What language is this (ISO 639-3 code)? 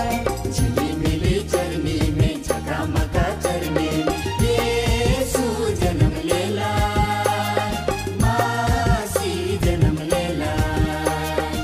sck